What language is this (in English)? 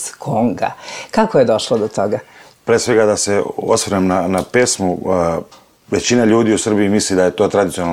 Serbian